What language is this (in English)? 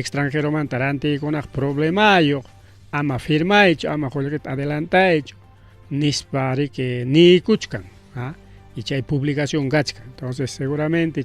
Ayacucho Quechua